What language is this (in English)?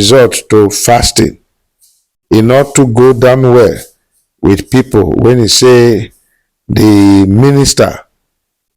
Nigerian Pidgin